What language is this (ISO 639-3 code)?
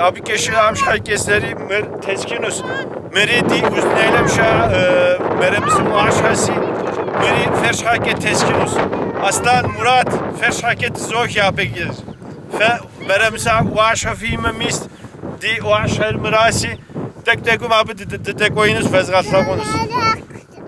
kbd